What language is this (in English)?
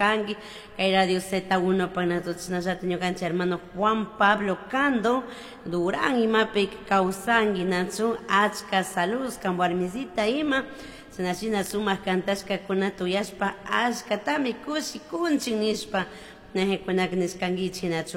Chimborazo Highland Quichua